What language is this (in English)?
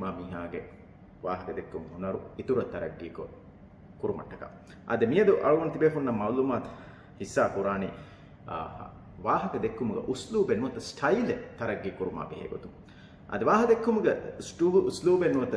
Divehi